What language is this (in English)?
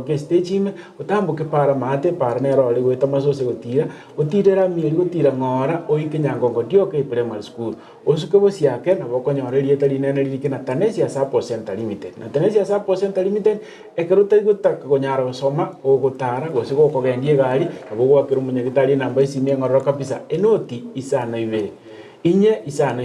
Gusii